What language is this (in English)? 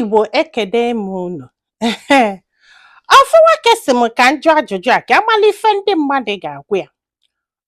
Igbo